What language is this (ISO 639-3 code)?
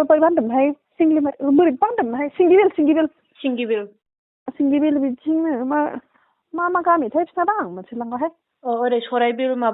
brx